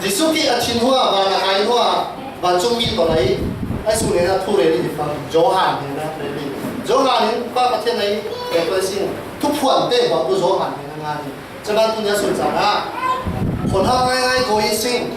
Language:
Falam Chin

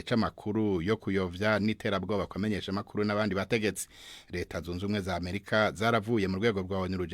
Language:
Rundi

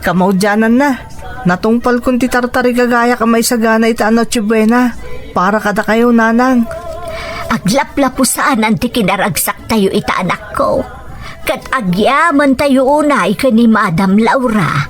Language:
Iloko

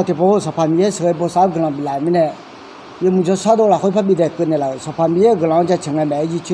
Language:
Akha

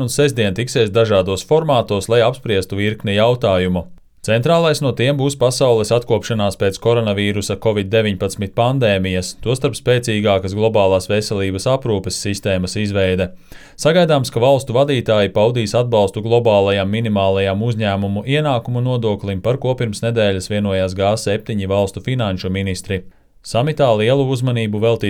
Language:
Latvian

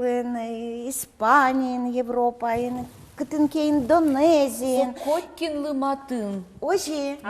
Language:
Udmurt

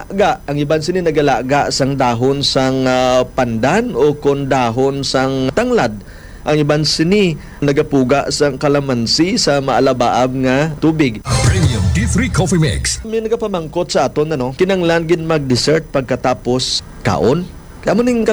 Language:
Hiligaynon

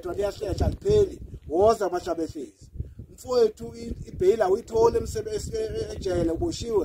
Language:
Zulu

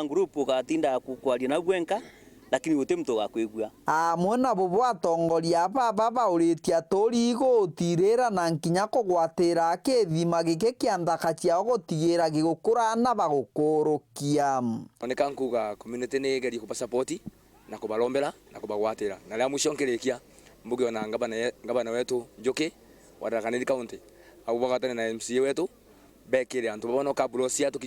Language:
Meru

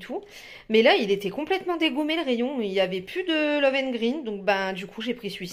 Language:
French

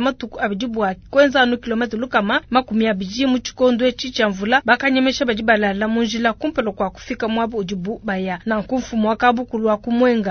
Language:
Luba-Lulua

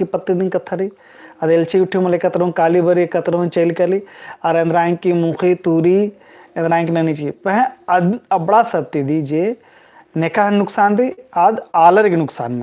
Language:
Kurukh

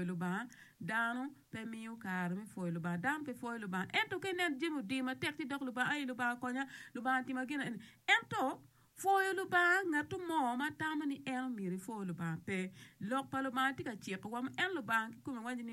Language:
Acoli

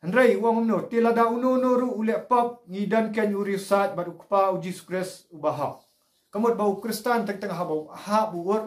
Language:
Khasi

